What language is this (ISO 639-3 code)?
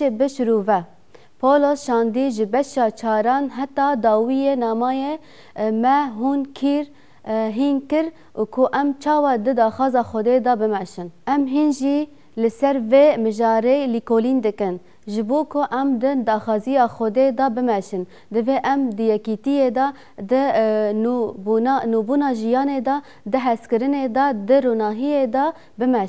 kur